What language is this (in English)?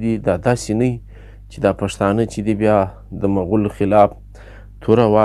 Pashto